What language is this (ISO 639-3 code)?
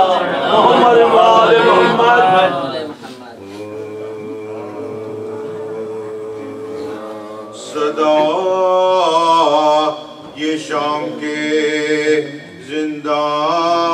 urd